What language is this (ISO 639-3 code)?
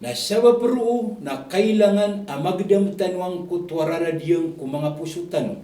mrw